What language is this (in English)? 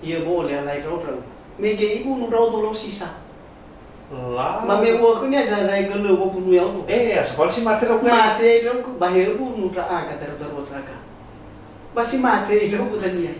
Nias